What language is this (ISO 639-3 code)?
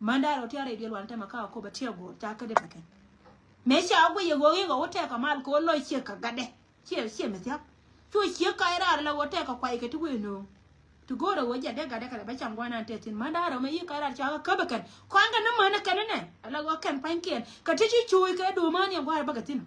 nus